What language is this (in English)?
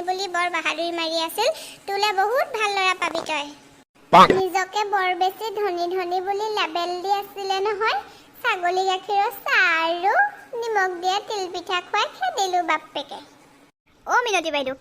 Assamese